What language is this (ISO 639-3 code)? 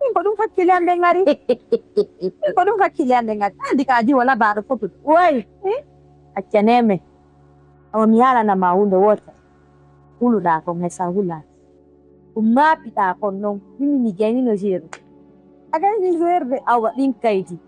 ful